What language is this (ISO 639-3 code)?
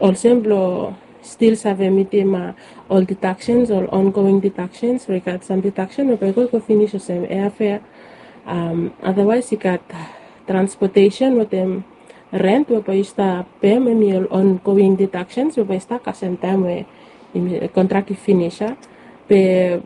bis